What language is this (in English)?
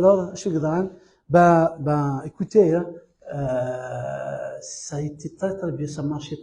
Kabyle